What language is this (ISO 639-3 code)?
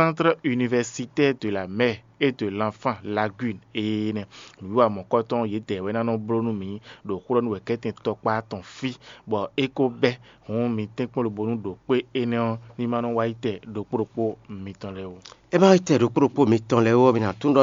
fon